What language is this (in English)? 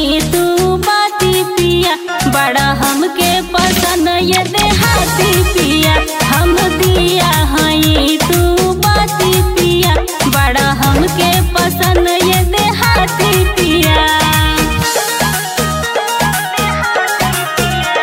Bhojpuri